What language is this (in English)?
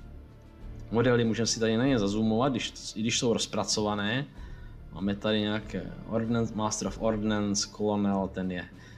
Czech